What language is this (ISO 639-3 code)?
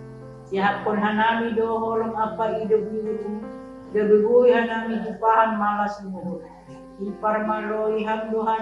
bts